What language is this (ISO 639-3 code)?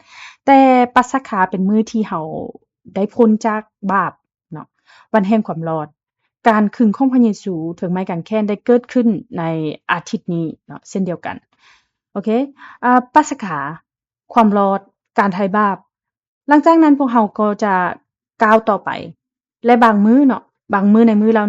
lao